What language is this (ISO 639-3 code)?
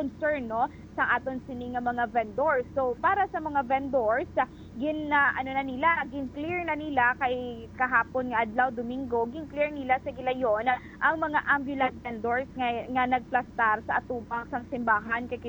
hil